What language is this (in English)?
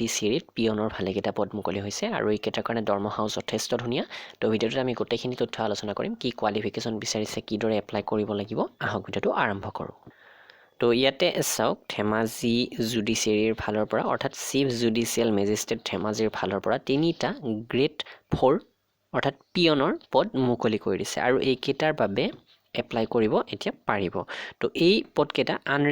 Assamese